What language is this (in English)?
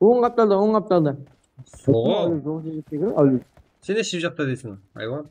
Kara-Kalpak